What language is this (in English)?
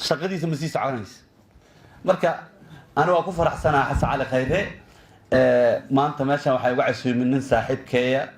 Somali